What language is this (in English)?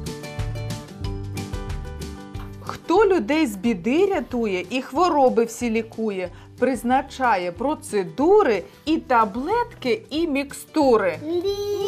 Ukrainian